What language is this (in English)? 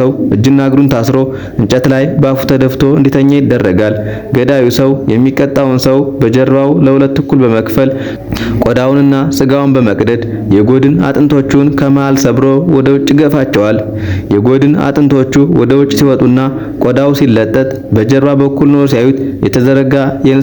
Amharic